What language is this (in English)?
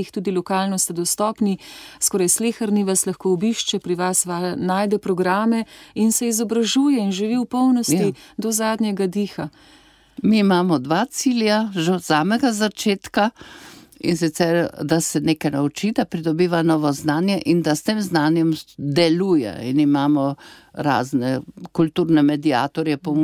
Slovenian